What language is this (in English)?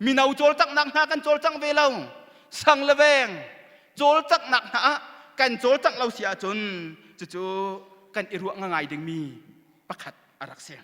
Hakha Chin